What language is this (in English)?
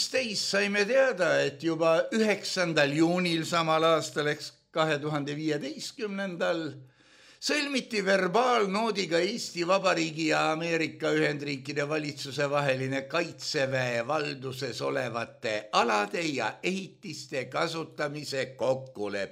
Estonian